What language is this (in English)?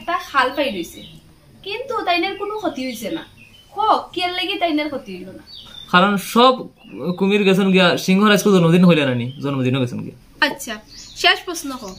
Sylheti